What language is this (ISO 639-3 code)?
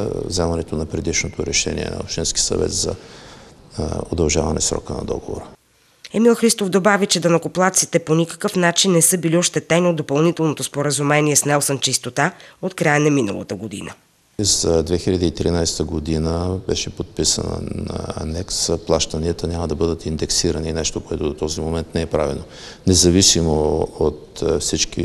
bul